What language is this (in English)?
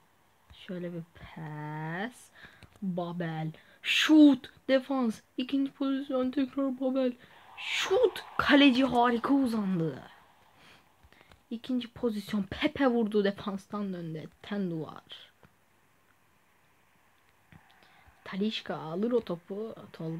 Turkish